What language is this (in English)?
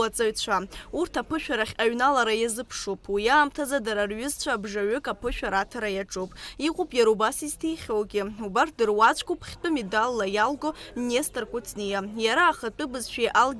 Abkhazian